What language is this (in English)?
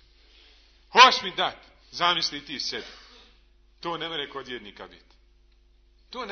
Bosnian